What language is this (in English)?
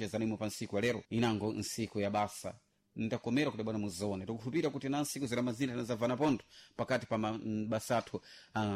Sena